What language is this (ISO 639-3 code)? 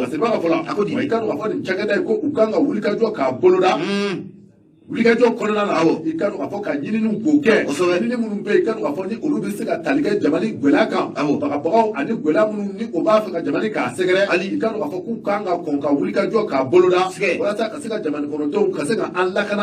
bam